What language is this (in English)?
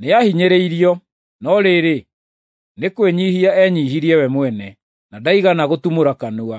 Kikuyu